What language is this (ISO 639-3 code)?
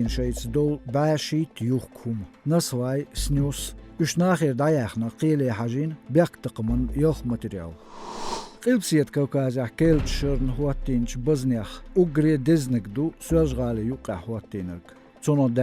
che